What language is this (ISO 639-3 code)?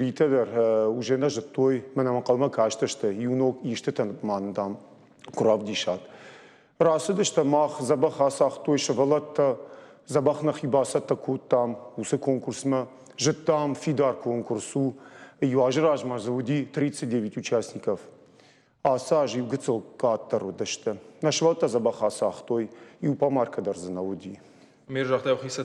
oss